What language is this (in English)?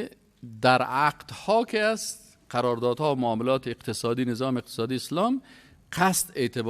Persian